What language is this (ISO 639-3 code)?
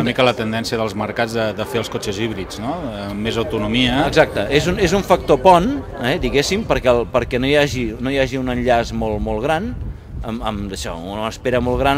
cat